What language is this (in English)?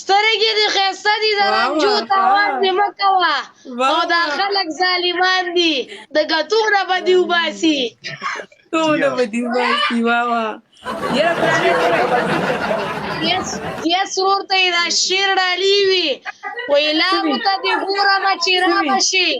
Pashto